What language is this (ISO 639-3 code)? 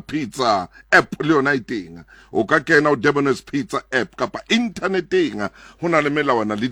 sot